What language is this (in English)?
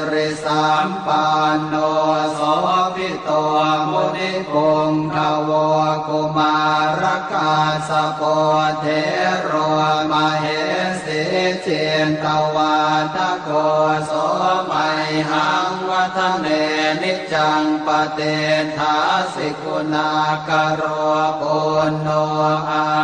Pali